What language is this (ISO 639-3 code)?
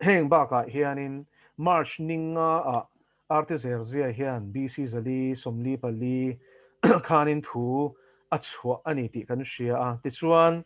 lus